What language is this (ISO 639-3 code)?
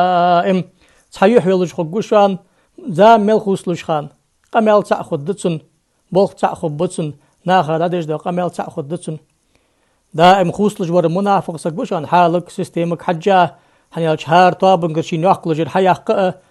inh